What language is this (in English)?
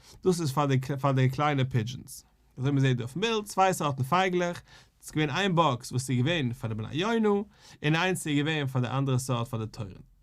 Yiddish